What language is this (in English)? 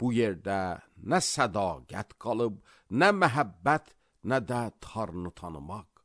Azerbaijani